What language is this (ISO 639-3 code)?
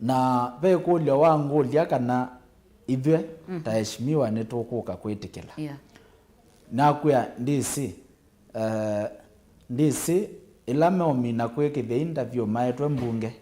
kam